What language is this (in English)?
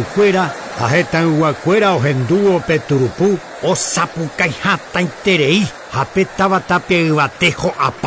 Guarani